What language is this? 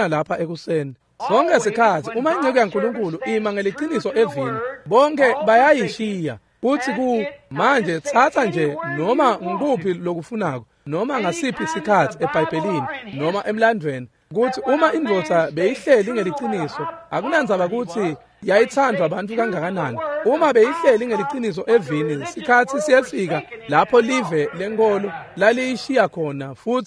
Swati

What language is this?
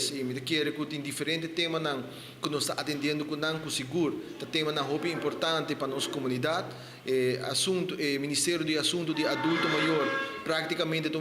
Papiamento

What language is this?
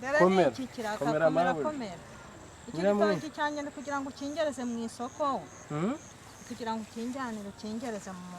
Kinyarwanda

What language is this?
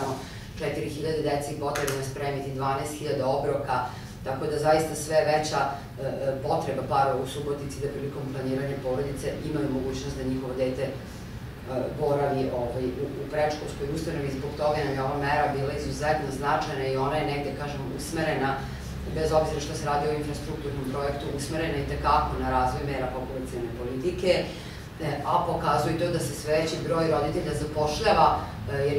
Serbian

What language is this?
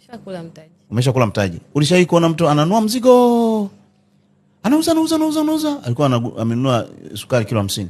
Swahili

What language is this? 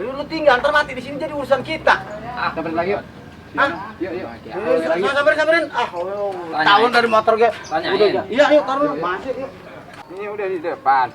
Betawi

